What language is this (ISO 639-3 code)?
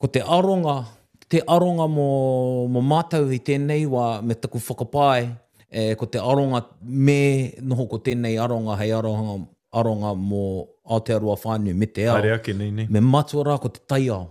mri